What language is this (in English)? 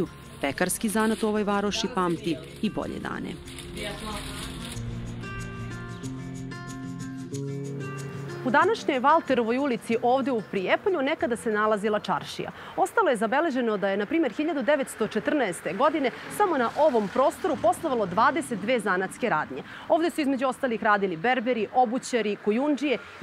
Serbian